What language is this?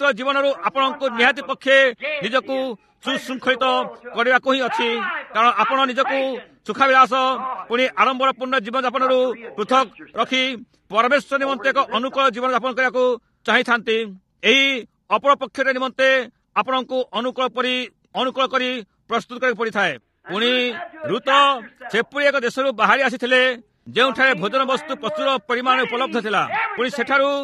Odia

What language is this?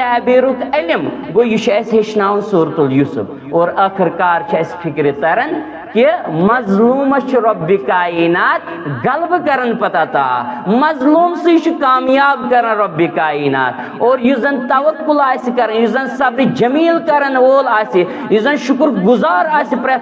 Kashmiri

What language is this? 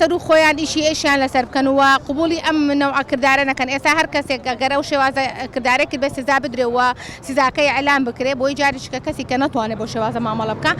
Central Kurdish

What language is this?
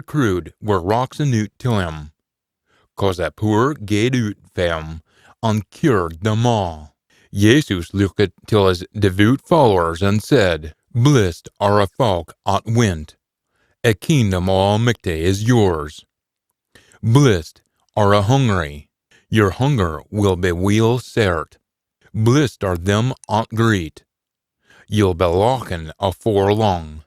Scots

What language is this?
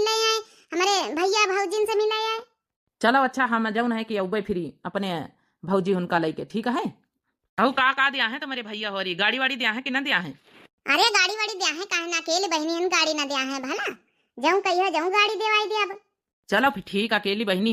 Awadhi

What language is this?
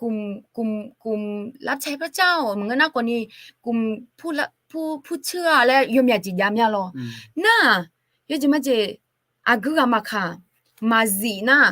Akha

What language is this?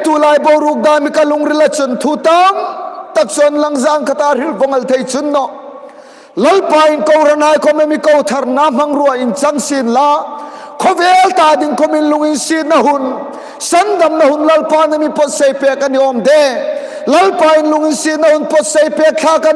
Hmar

